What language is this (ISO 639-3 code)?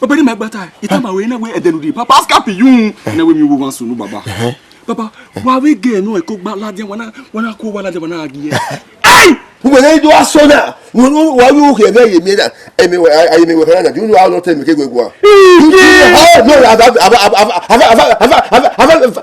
bin